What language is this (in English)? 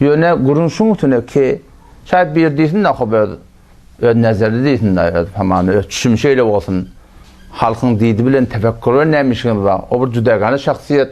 Turkmen